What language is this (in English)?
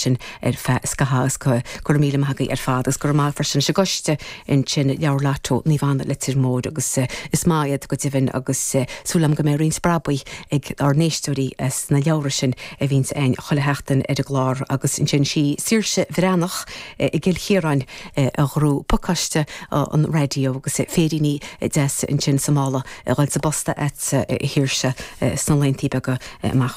Irish